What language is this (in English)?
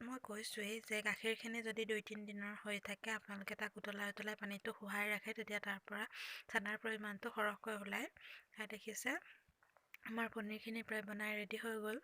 Assamese